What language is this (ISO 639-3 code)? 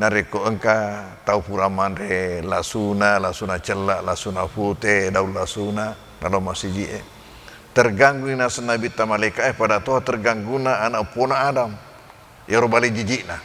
bug